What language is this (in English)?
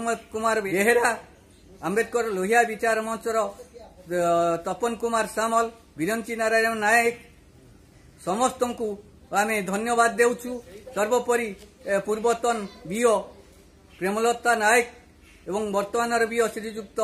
Odia